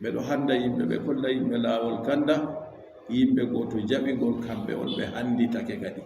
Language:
Fula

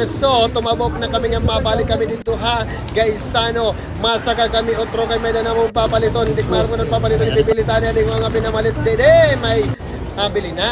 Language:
Waray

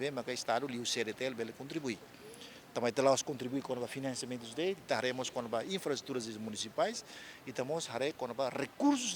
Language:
Tetum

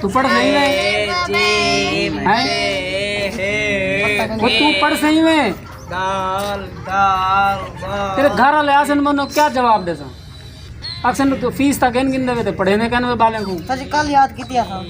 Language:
Saraiki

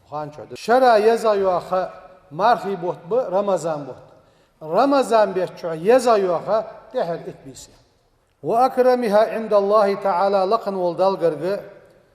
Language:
Ingush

